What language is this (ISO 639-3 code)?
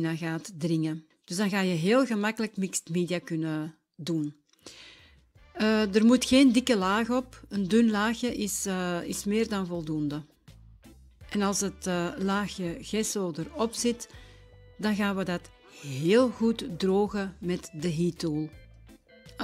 nld